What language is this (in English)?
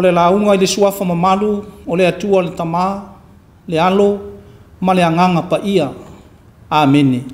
Samoan